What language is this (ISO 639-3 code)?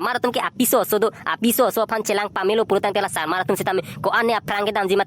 mjw